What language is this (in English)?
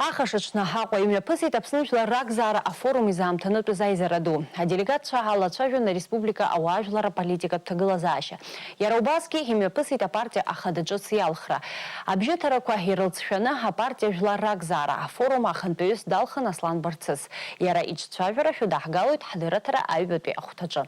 Abkhazian